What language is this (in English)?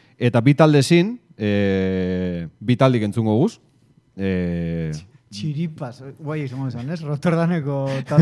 Basque